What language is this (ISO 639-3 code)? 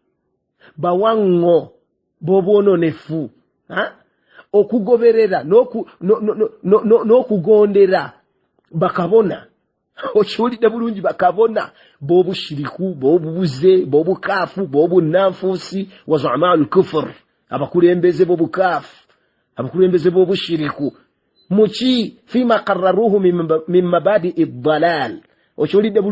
lug